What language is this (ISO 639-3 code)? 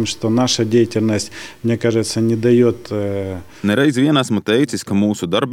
lav